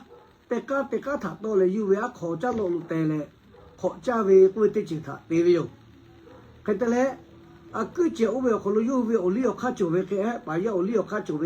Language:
Lahu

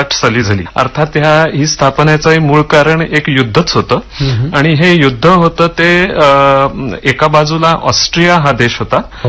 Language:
Marathi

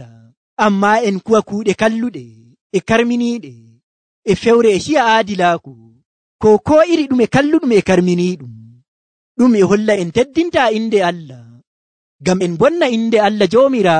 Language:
Nigerian Fulfulde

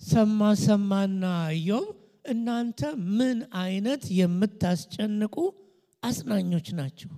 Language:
Amharic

